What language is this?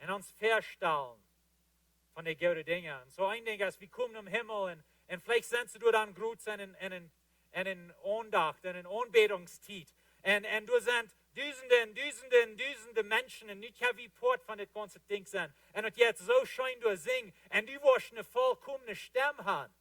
Plautdietsch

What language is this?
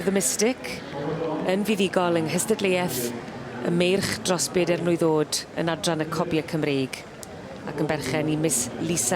Welsh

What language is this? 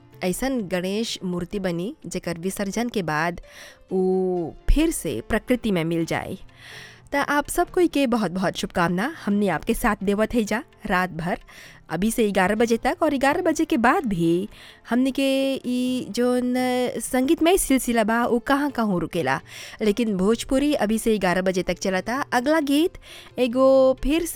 Bhojpuri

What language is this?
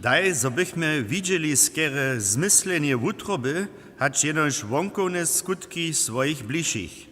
Upper Sorbian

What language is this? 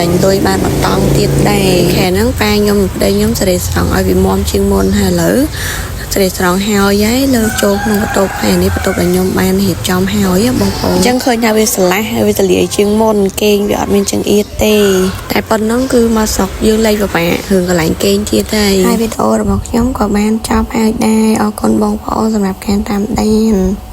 Khmer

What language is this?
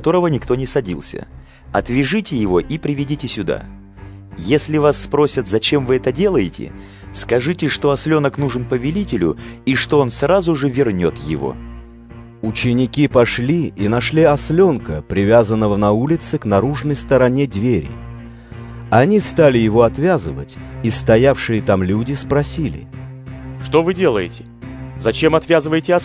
Russian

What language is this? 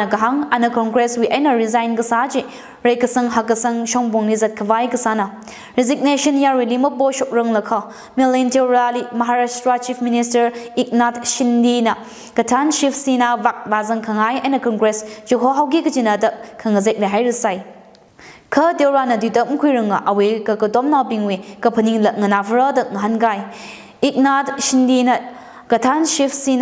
Tangkhul Naga (India)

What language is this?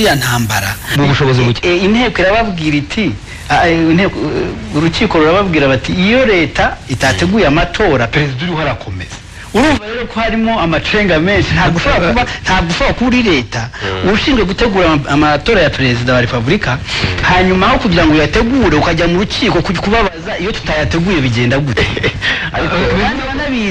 Kinyarwanda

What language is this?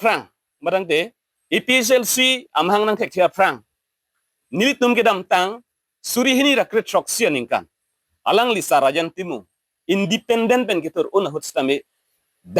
Karbi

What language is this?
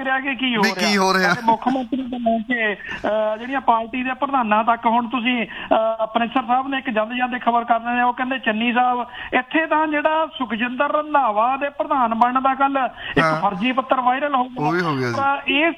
Punjabi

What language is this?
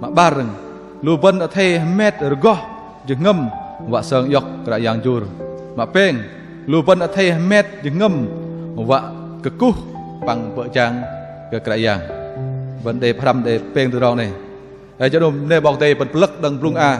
Bahnar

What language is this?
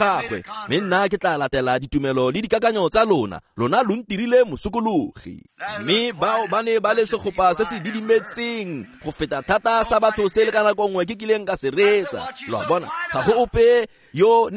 Tswana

